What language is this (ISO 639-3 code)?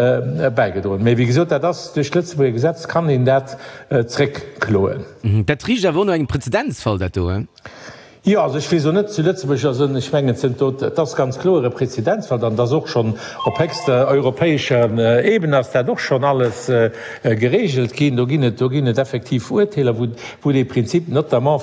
ltz